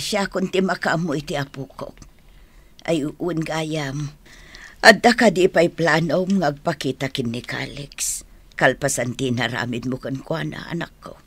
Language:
Iloko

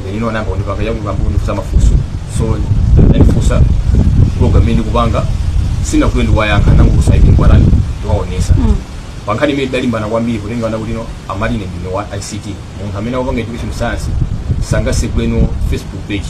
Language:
Nyanja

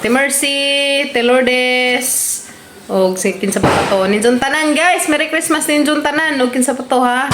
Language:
Cebuano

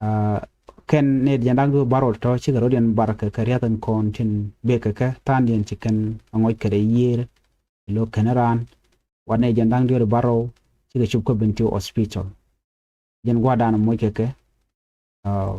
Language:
Nuer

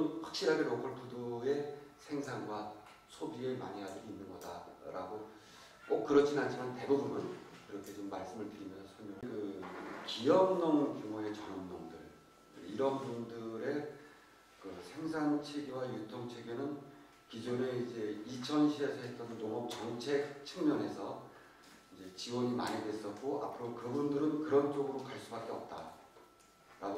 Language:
Korean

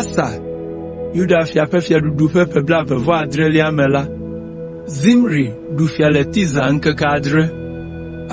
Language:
Ewe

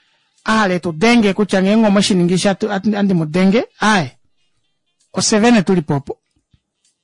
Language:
Kuanyama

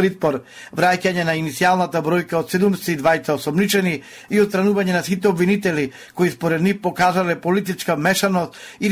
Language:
Macedonian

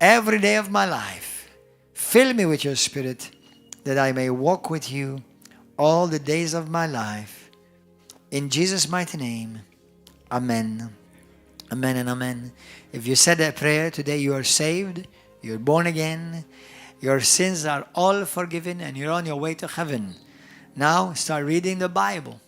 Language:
English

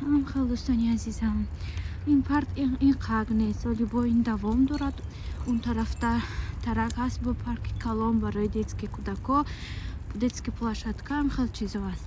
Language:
Tajik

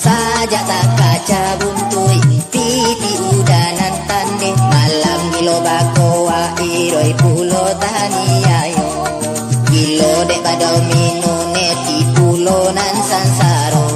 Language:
Minangkabau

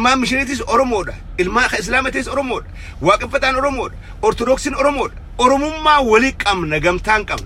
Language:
Oromo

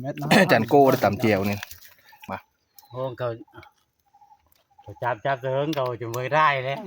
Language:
Northeastern Thai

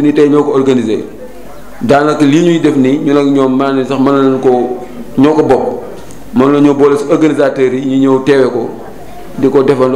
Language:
Wolof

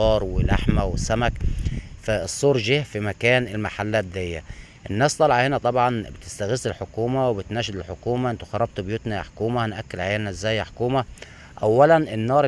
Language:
Egyptian Arabic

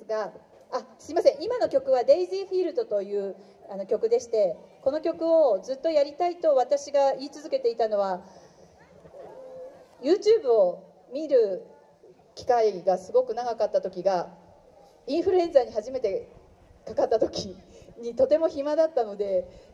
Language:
Japanese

